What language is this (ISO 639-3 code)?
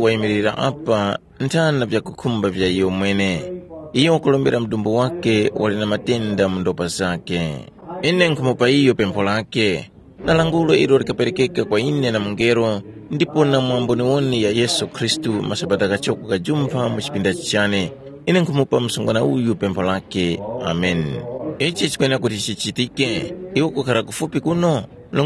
tum